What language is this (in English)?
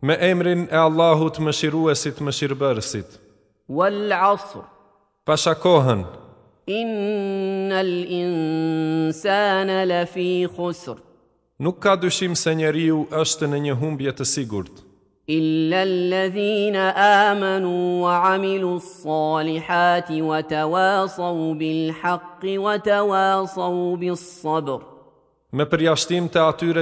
Albanian